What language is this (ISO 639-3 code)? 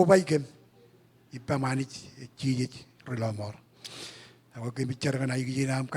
mah